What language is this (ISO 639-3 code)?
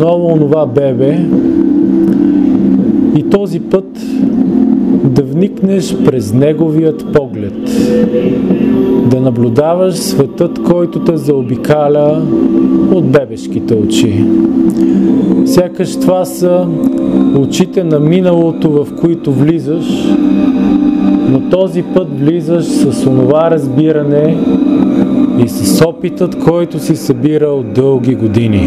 bul